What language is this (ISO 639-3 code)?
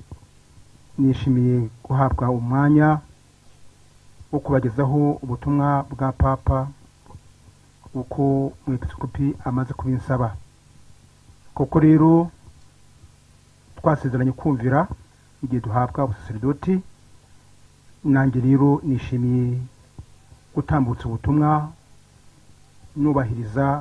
kin